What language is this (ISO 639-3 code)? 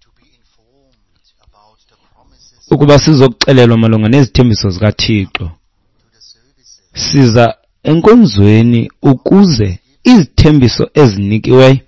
xho